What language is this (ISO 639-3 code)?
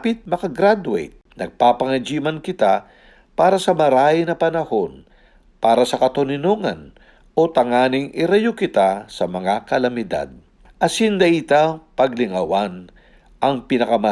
bik